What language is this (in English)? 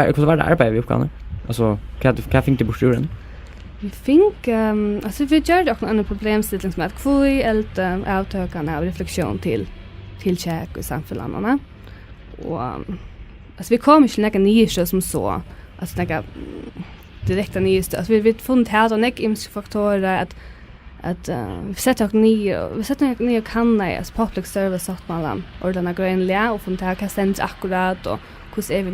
Faroese